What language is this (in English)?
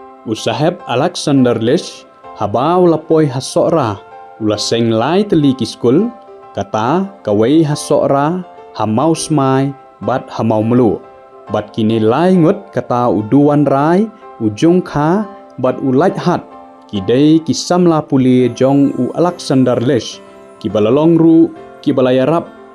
Khasi